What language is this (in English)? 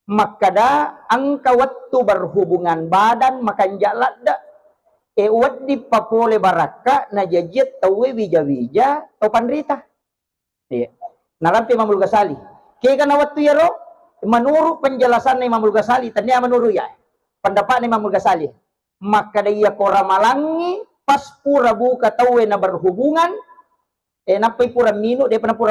Buginese